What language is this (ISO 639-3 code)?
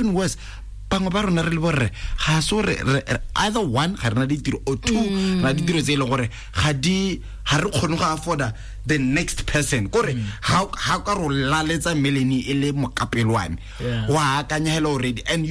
tsn